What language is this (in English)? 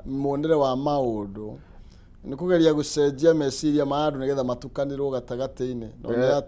Kikuyu